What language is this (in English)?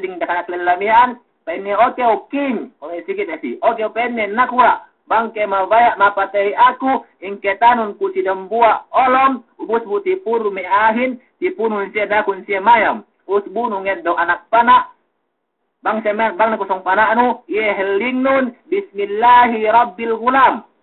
Yakan